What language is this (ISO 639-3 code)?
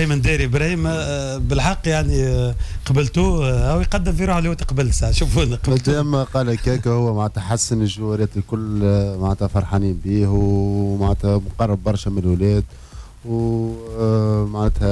aeb